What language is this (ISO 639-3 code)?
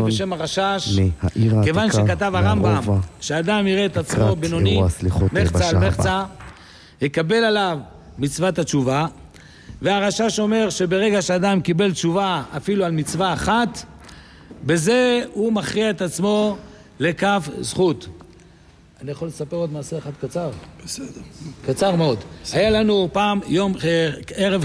heb